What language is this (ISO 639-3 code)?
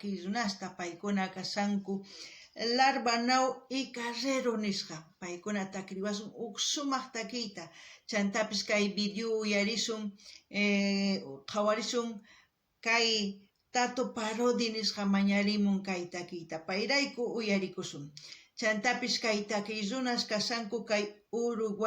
quh